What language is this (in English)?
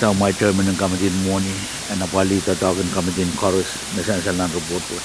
Pohnpeian